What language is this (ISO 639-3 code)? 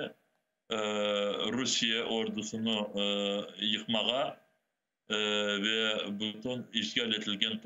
crh